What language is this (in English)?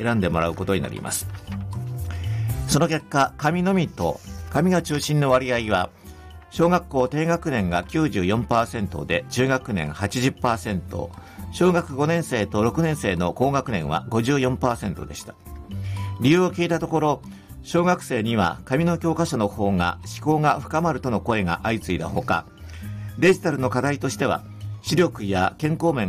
Japanese